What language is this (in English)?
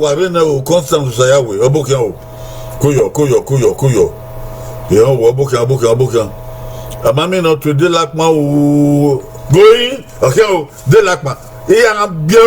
Bini